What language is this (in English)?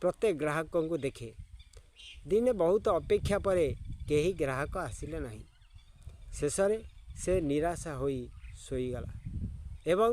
Odia